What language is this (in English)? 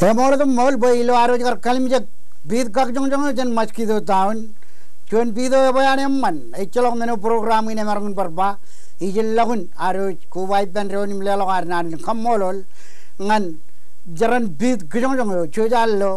Marshallese